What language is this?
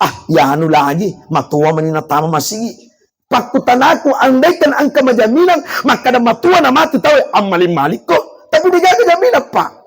Buginese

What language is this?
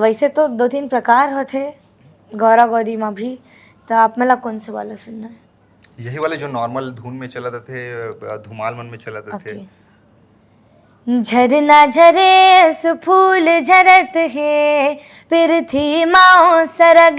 Chhattisgarhi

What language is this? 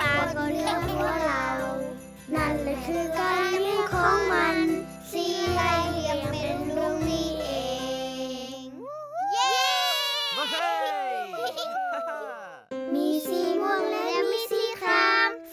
Thai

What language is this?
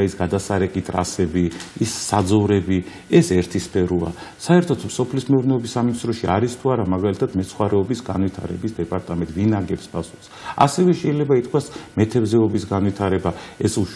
Georgian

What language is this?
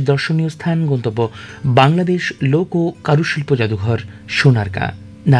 Bangla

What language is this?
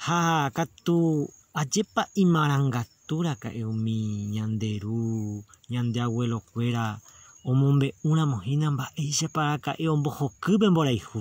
Guarani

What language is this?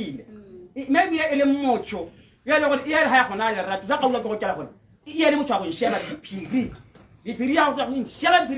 Tswana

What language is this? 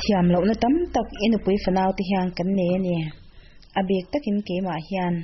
Mizo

